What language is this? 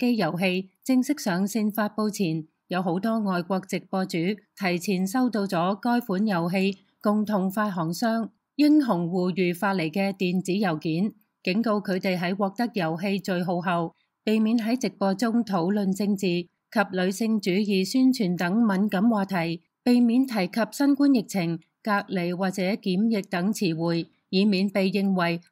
Cantonese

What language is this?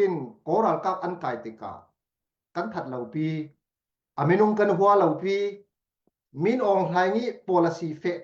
Falam Chin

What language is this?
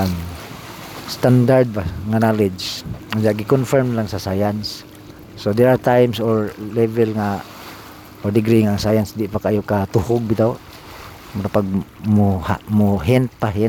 Cebuano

